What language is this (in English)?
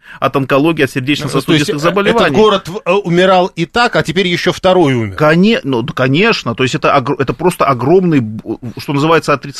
Russian